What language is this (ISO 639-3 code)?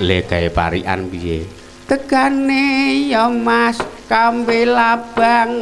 jav